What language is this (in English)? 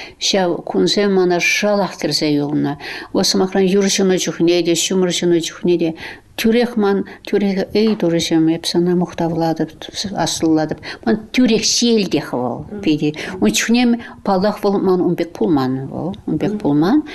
Chuvash